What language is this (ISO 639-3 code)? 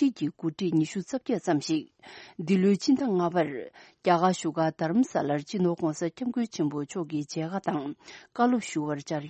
bod